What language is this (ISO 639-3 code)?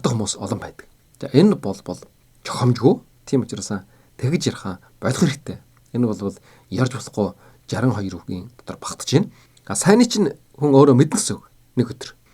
mon